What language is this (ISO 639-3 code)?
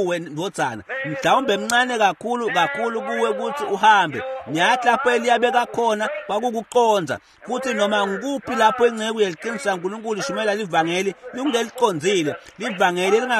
ssw